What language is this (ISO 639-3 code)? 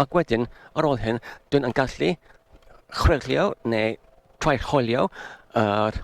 cym